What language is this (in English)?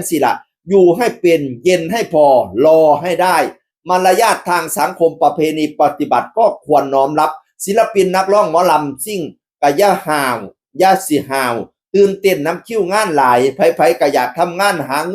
Northeastern Thai